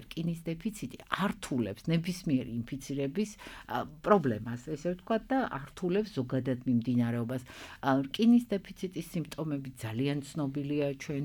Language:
Georgian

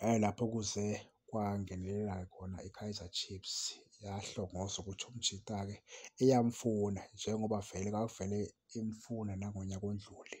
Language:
Zulu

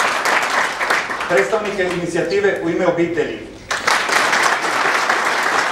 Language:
Croatian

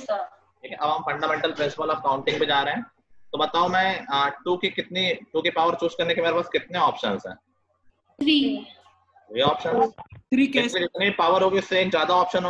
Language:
Hindi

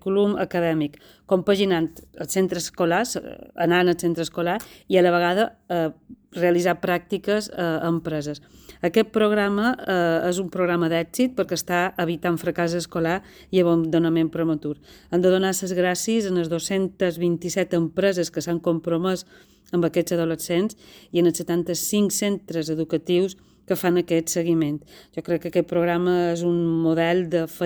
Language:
Catalan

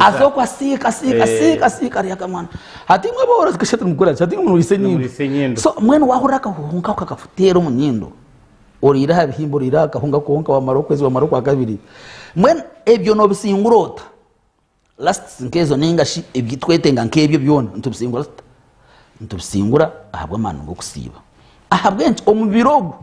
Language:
Nyankole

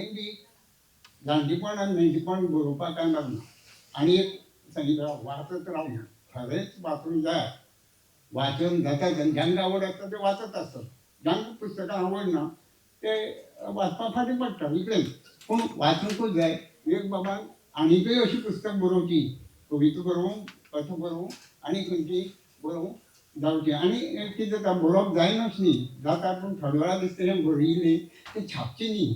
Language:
Konkani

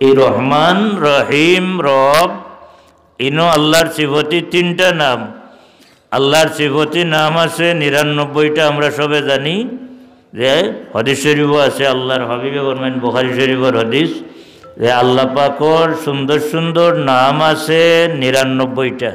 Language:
Sylheti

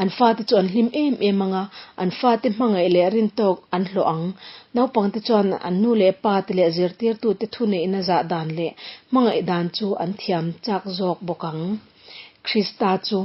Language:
Mizo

